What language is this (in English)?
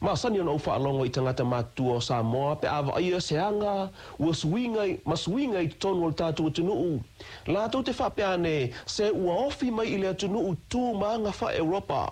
Samoan